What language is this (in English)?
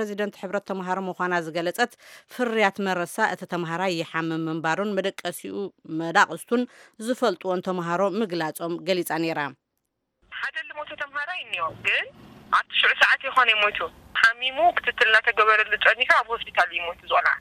Tigrinya